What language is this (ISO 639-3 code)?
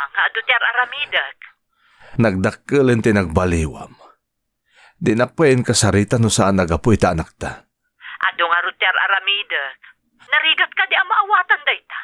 ilo